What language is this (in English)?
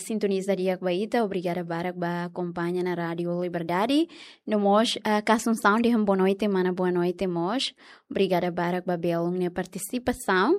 Tetum